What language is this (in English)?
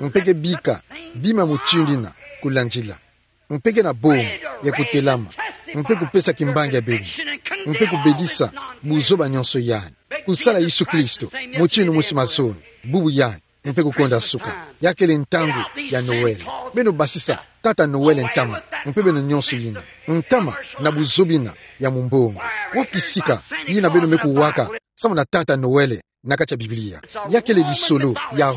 Kituba (Democratic Republic of Congo)